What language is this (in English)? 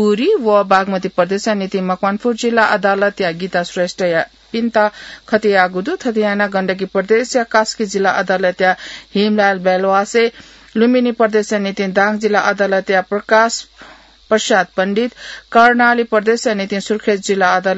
Newari